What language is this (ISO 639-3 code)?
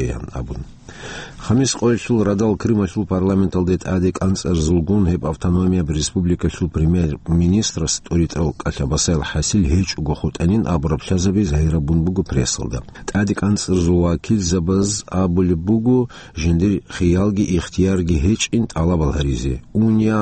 ava